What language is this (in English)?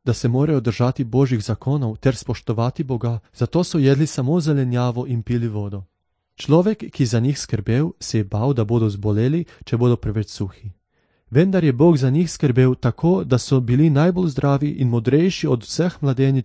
Slovenian